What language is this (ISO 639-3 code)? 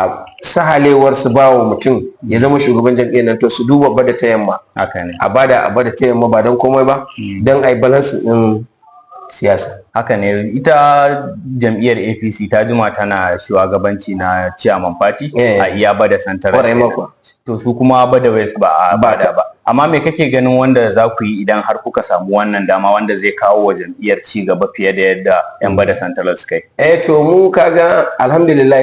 hau